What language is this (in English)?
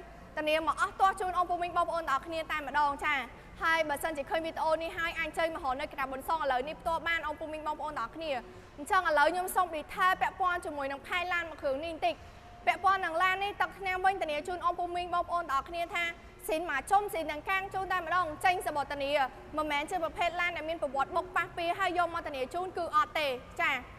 Khmer